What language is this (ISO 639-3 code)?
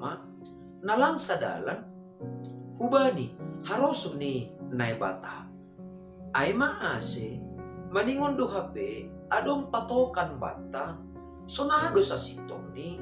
bts